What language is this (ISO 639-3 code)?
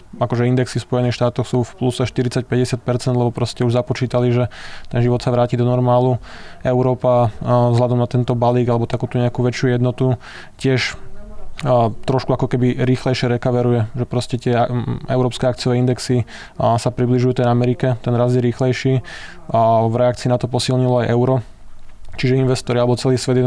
slk